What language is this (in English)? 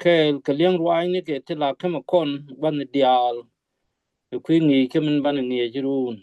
Nuer